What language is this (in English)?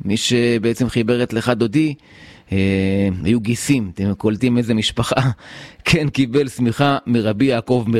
Hebrew